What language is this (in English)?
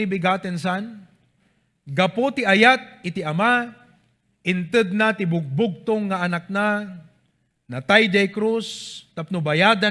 Iloko